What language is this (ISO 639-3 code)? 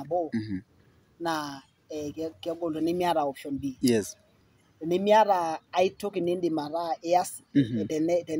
mas